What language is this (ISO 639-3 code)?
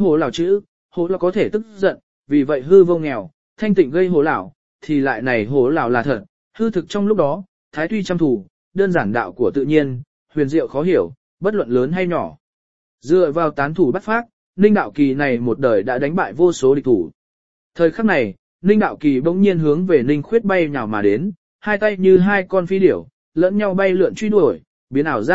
vie